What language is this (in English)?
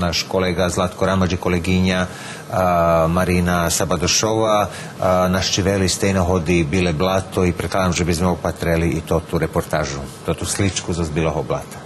Rusyn